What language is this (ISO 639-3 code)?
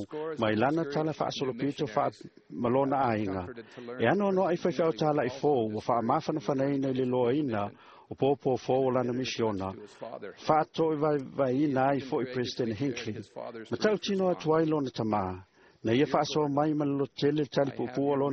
smo